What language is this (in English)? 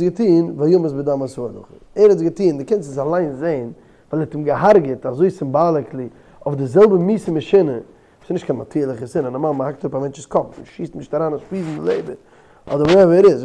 Yiddish